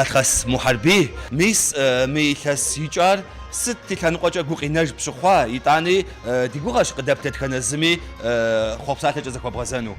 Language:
Kabardian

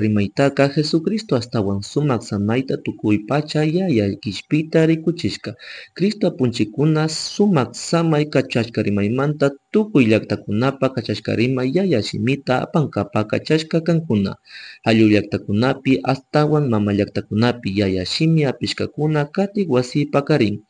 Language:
Chimborazo Highland Quichua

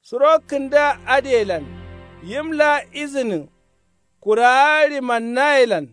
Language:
Kanuri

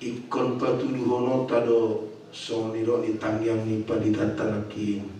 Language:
Batak Toba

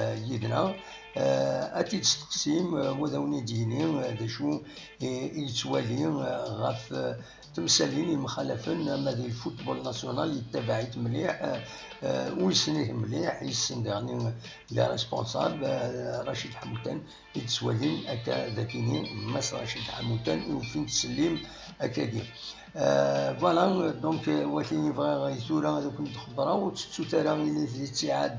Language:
Kabyle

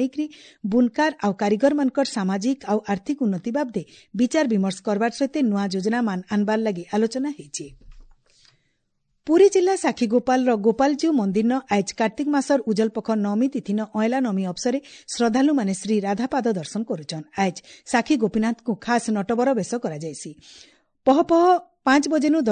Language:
Odia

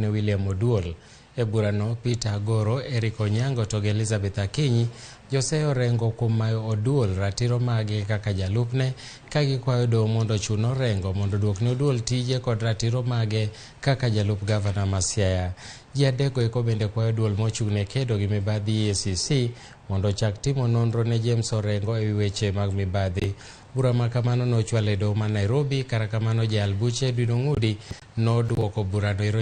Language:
Luo (Kenya and Tanzania)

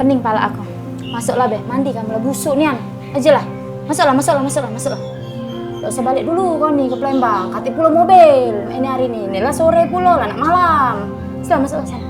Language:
Musi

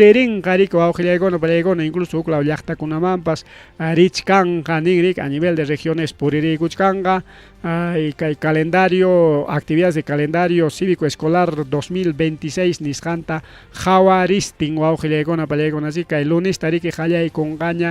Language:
Ayacucho Quechua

